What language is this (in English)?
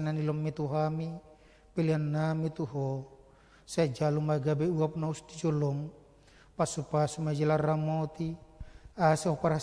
Batak Toba